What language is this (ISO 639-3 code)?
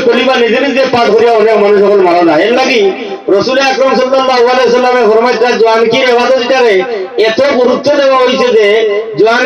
syl